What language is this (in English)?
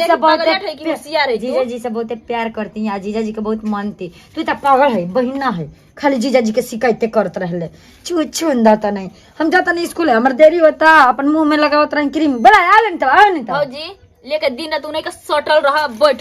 Bhojpuri